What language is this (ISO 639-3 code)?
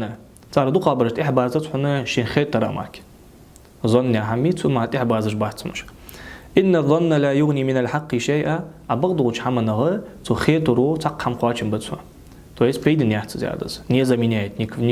inh